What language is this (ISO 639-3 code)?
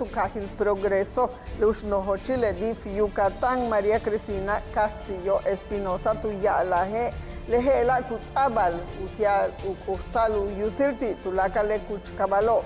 yua